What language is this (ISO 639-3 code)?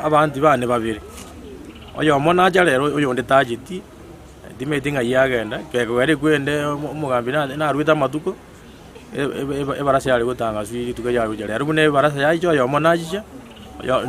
guz